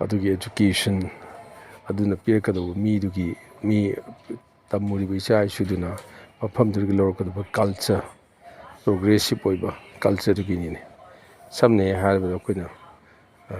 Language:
Manipuri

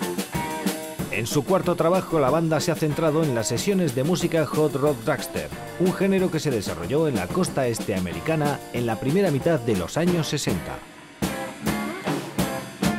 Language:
Spanish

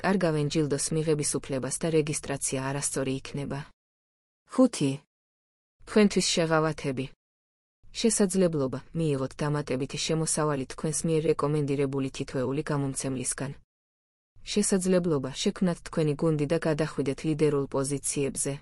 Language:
Georgian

